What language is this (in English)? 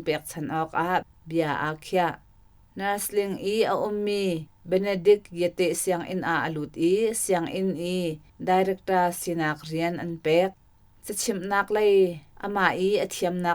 Hakha Chin